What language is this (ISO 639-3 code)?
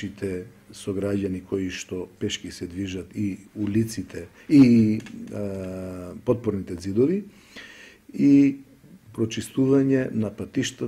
mkd